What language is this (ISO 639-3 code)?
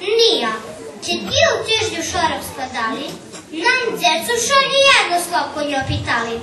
rue